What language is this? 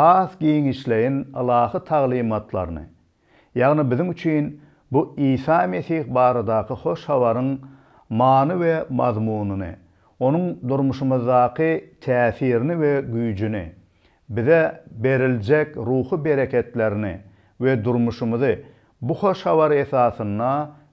Turkmen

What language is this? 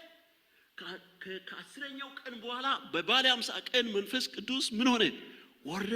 Amharic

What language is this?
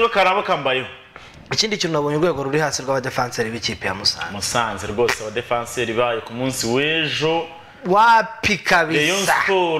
Kinyarwanda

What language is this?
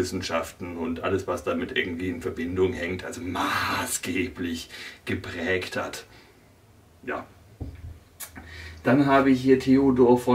German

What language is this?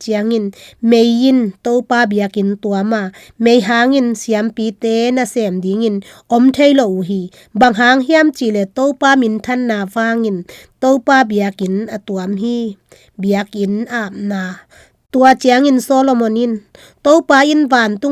Tedim Chin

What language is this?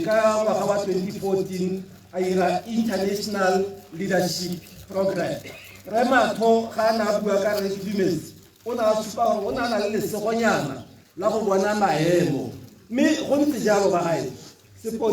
Tswana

